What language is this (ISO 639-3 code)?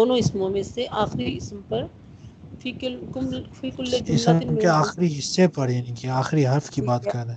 urd